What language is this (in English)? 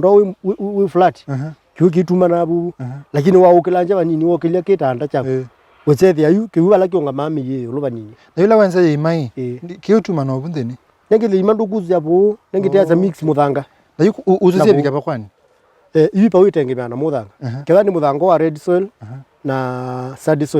Kamba